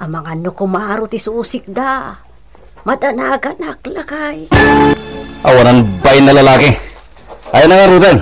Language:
Iloko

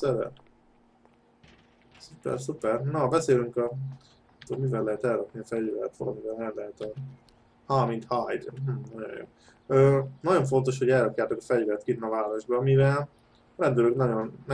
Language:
Hungarian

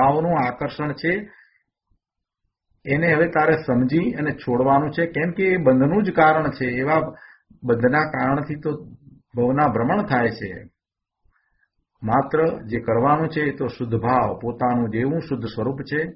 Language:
Gujarati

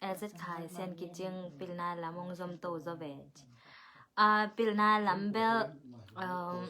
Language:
Tedim Chin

